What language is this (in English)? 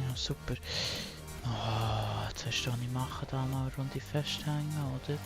Swiss German